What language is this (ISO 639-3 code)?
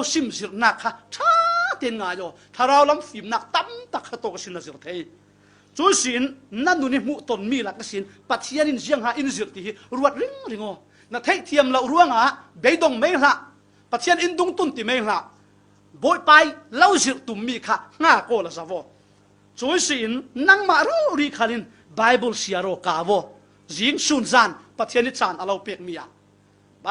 cfm